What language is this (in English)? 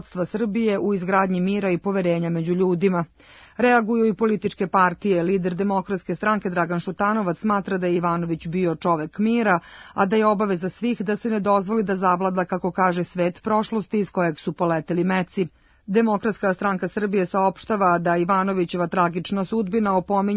Serbian